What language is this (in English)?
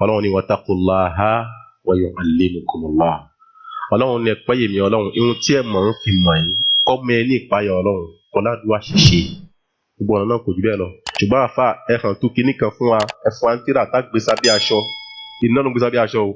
Yoruba